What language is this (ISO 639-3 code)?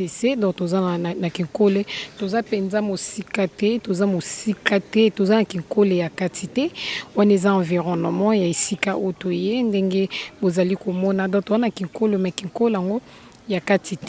lin